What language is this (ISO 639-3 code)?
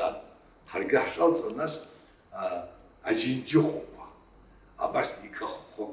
abk